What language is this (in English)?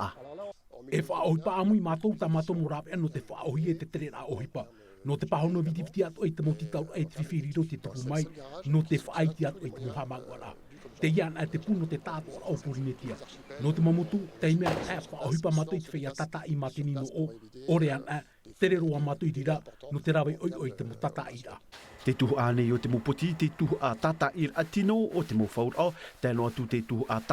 Tahitian